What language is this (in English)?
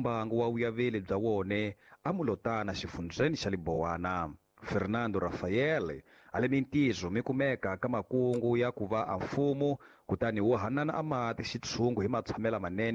Tsonga